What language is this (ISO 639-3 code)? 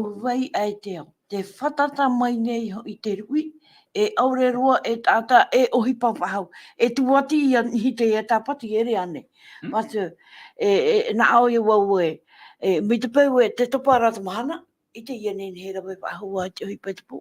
tah